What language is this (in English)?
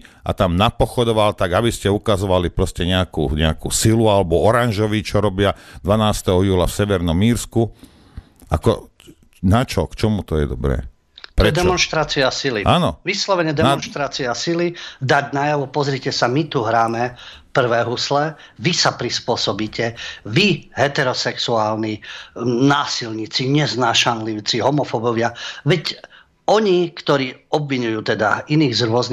Slovak